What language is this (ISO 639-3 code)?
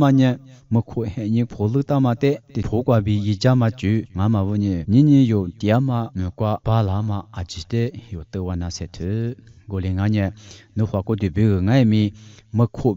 lis